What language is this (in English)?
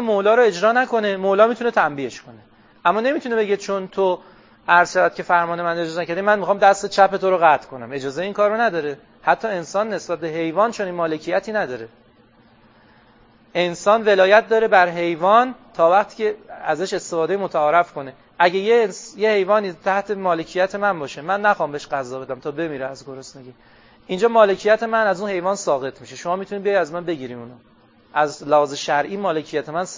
Persian